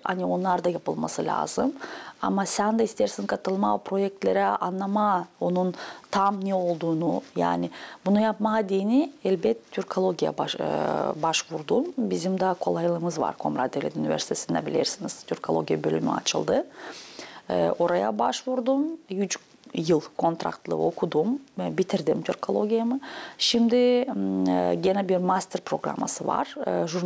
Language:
Gagauz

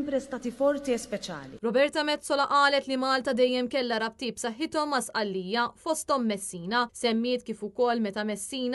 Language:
Maltese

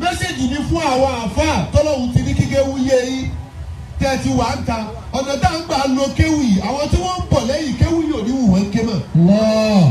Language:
Yoruba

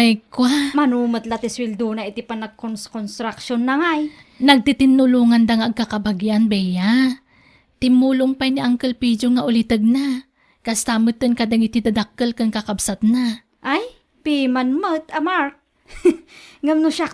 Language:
Iloko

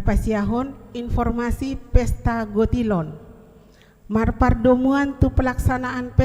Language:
Batak Toba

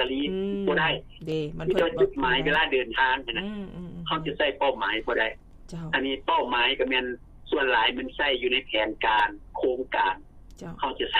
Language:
Lao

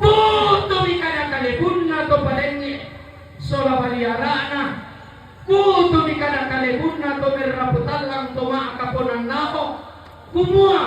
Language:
Toraja-Sa'dan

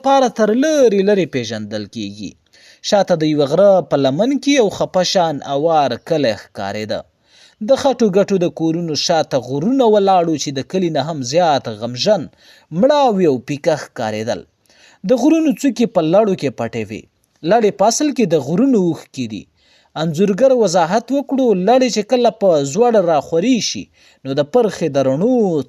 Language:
Pashto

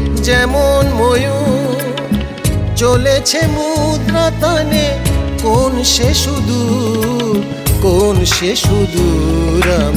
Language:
Bangla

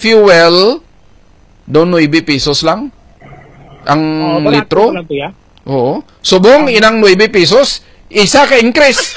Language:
Hiligaynon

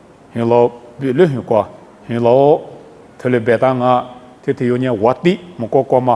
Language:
Lisu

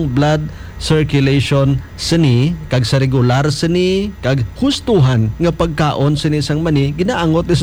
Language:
Hiligaynon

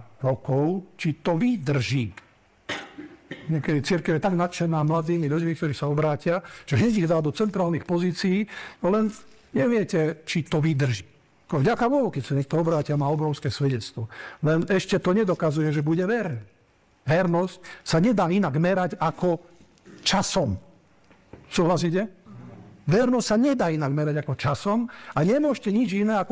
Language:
Slovak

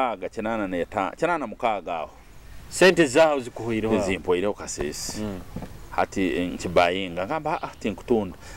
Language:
Nyoro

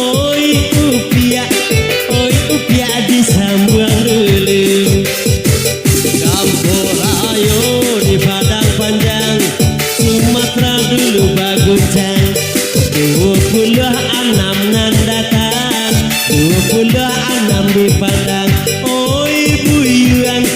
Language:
Minangkabau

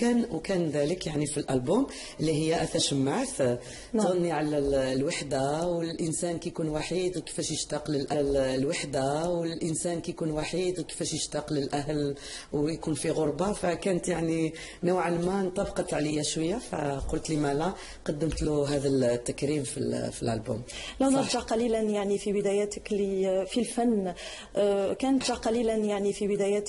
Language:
Algerian Arabic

